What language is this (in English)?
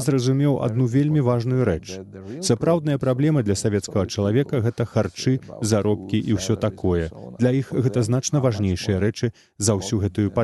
Belarusian